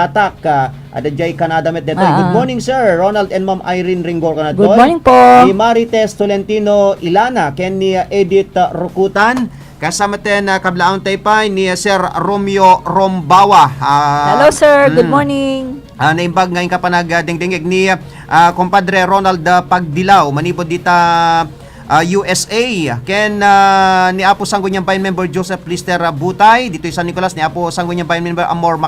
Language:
Iloko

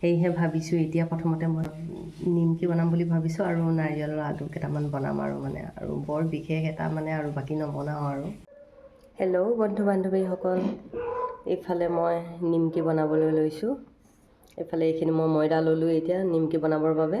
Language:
Assamese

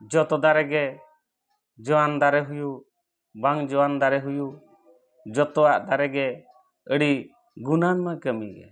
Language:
Santali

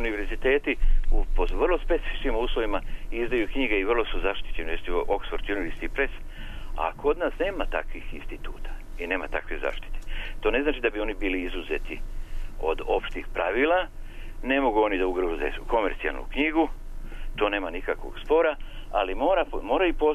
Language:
Serbian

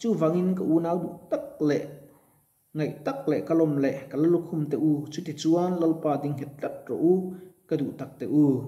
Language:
Mizo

